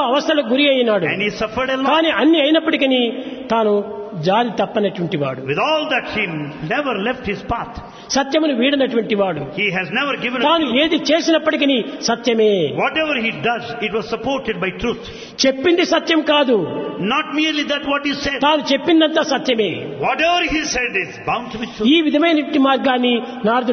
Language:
Telugu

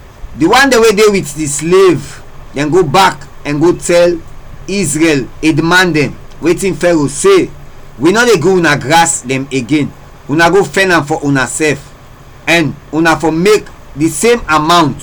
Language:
Krio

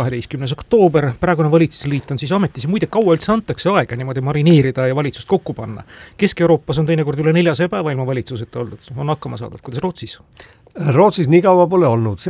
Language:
Estonian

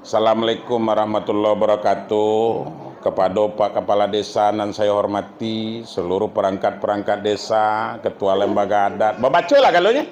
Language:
Minangkabau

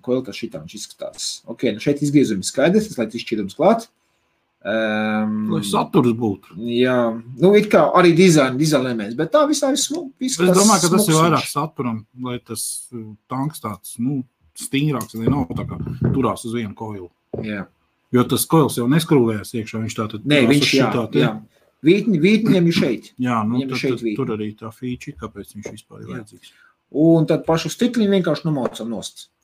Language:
Latvian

